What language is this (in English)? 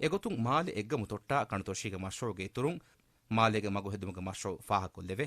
Divehi